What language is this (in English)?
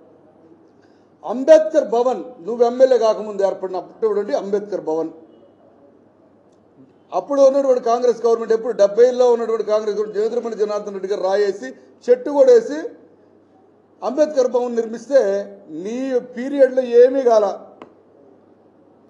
Telugu